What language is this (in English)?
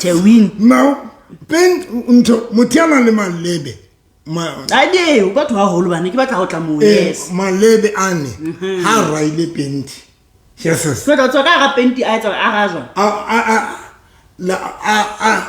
Southern Sotho